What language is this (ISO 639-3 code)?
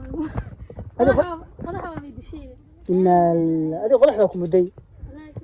som